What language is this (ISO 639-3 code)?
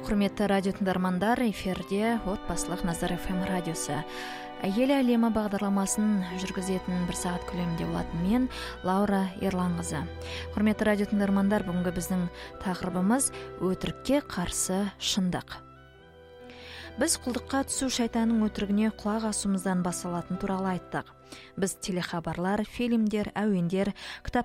kaz